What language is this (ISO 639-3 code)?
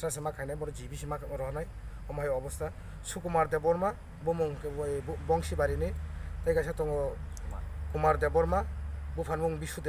trp